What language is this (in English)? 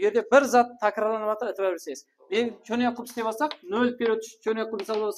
Kara-Kalpak